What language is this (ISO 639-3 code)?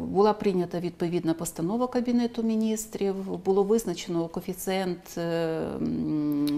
ukr